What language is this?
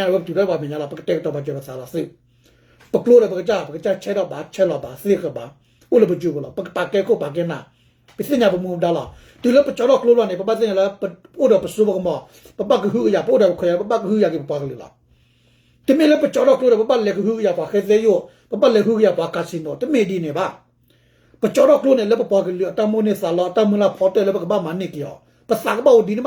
S'gaw Karen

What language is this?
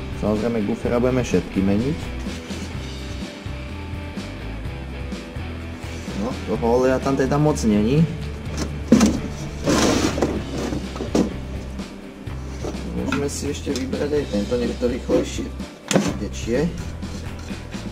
Slovak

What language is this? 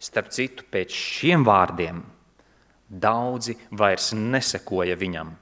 Latvian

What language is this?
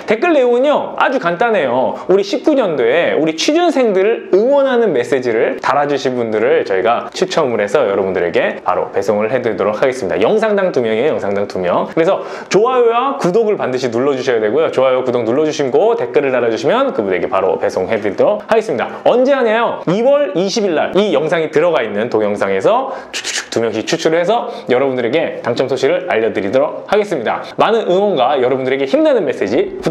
Korean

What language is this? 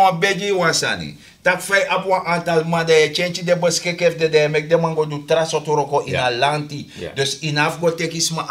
Sranan Tongo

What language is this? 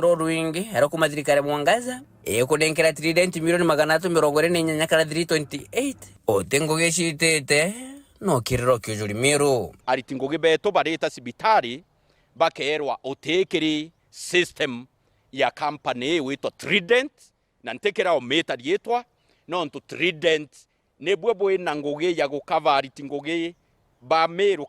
Meru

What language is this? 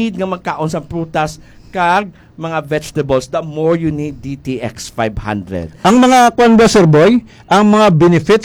Hiligaynon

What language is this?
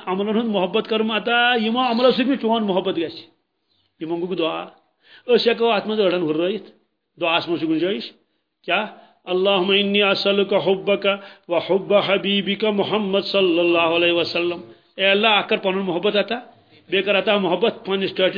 Kashmiri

